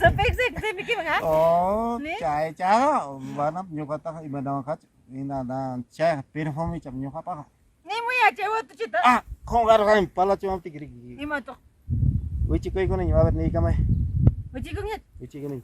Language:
Ayacucho Quechua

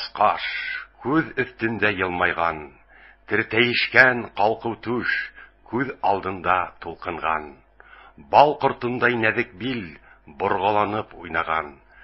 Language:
Bashkir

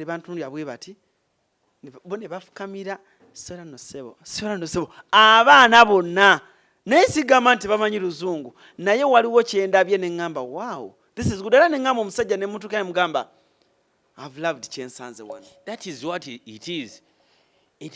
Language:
Ganda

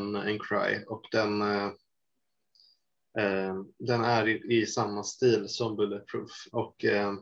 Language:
Swedish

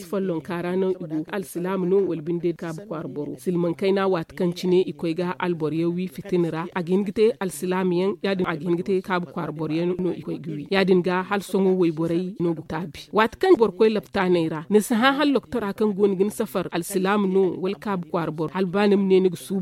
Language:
Zarma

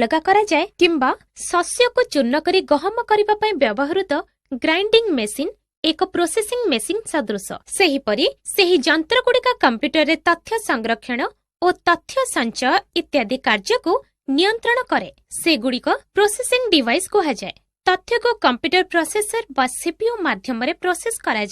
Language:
Odia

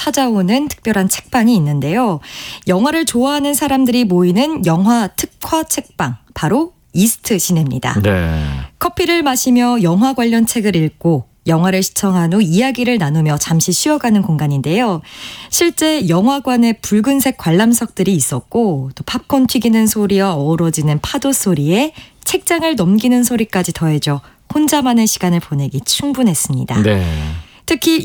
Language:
Korean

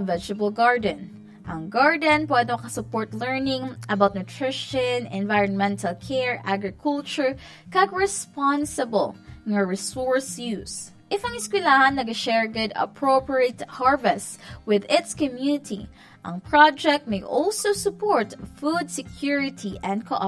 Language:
Hiligaynon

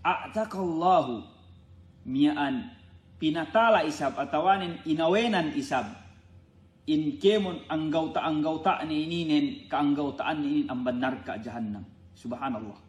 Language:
Yakan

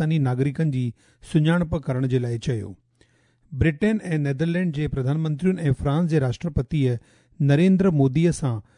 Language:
Sindhi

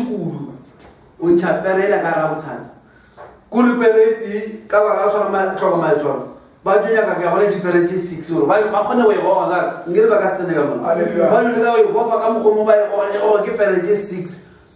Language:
Northern Sotho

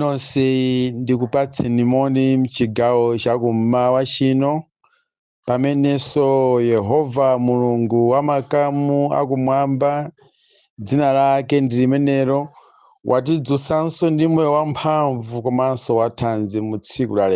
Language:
Nyanja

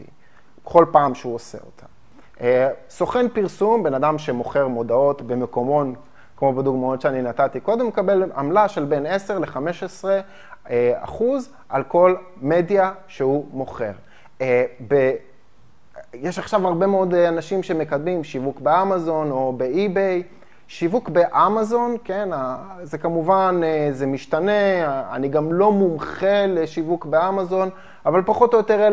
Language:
Hebrew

